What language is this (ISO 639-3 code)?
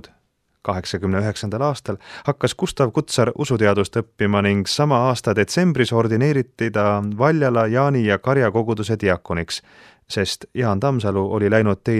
est